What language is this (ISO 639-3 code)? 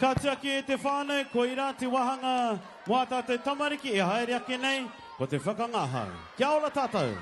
mri